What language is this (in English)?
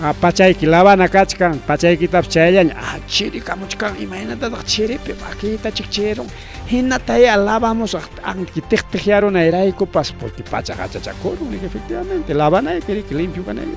Ayacucho Quechua